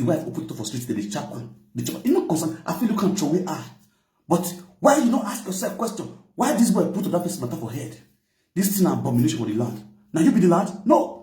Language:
Nigerian Pidgin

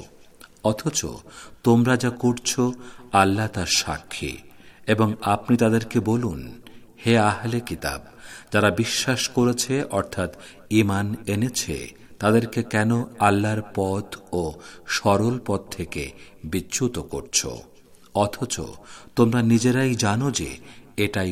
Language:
Bangla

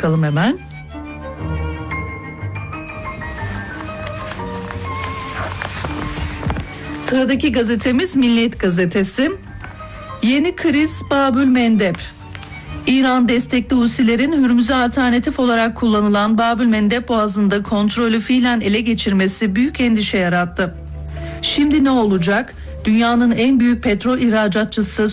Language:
Turkish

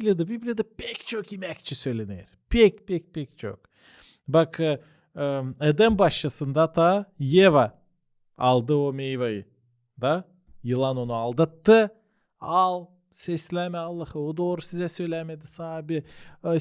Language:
Gagauz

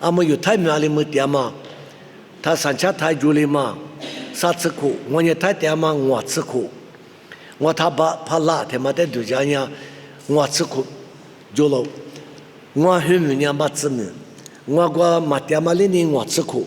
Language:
Lisu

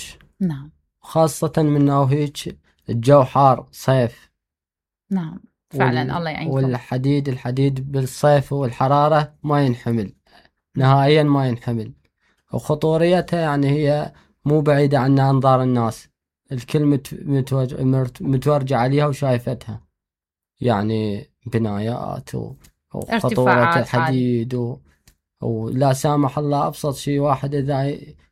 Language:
Mesopotamian Arabic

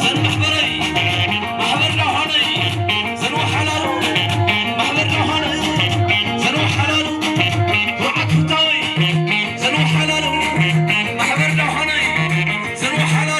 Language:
Tigrinya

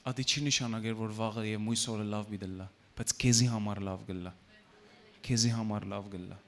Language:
Western Armenian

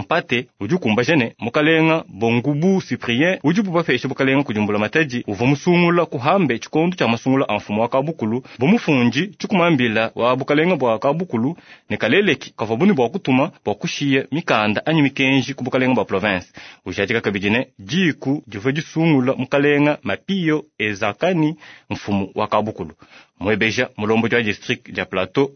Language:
Luba-Lulua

